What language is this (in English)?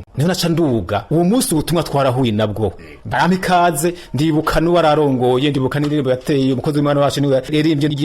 Rundi